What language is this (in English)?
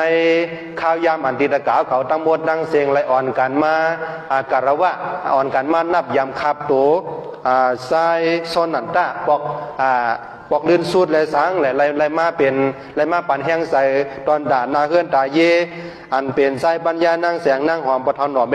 Shan